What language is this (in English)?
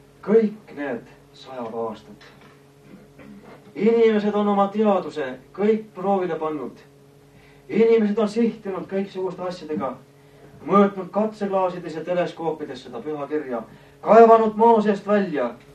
Estonian